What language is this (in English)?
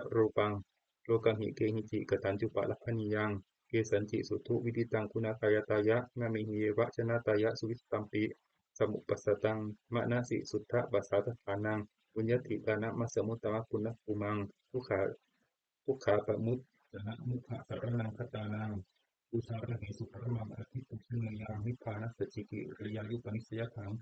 Pali